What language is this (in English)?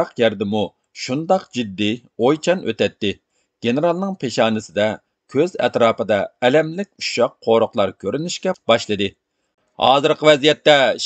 Uyghur